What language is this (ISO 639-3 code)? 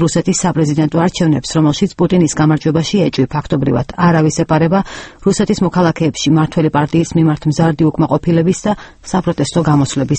kat